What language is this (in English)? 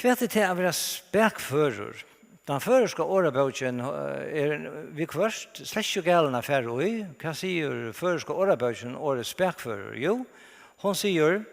Faroese